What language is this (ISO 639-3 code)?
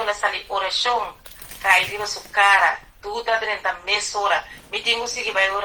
pap